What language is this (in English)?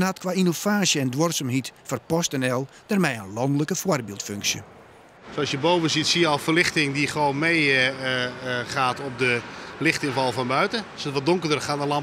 Western Frisian